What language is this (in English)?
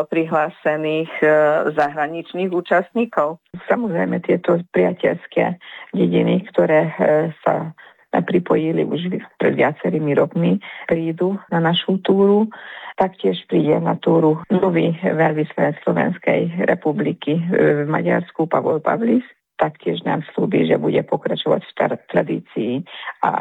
Slovak